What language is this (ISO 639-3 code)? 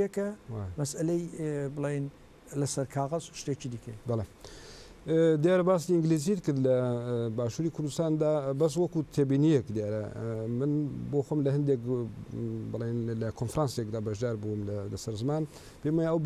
ckb